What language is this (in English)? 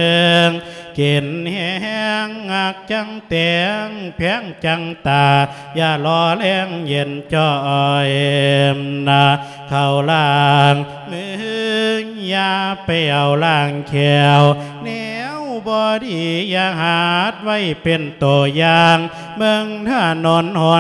Lao